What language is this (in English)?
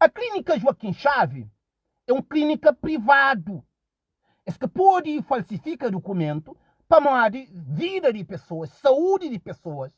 Kabuverdianu